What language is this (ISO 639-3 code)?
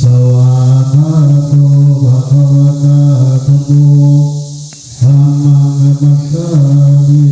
pli